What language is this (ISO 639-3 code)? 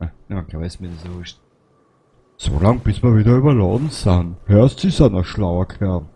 bar